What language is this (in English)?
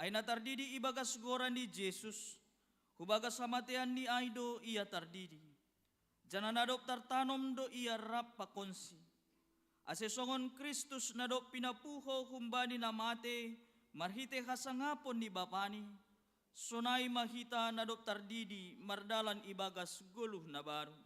Batak Simalungun